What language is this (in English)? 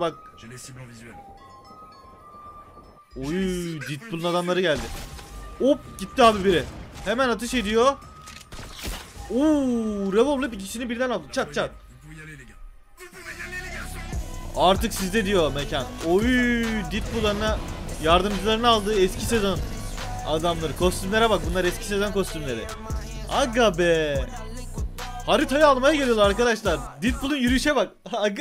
Turkish